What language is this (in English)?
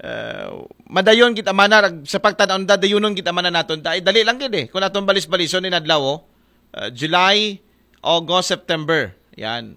Aklanon